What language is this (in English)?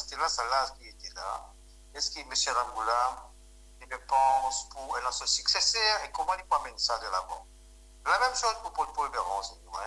Morisyen